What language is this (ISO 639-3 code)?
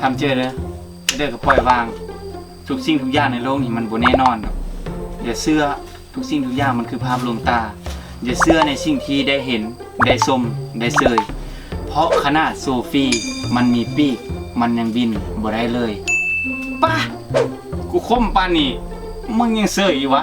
tts